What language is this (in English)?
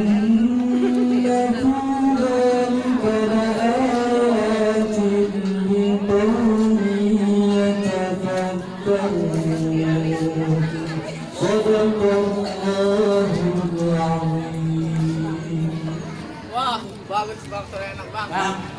Betawi